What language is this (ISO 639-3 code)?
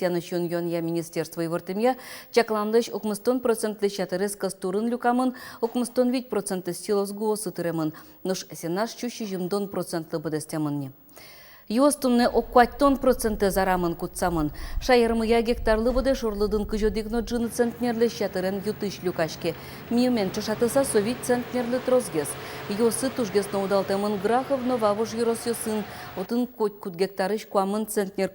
udm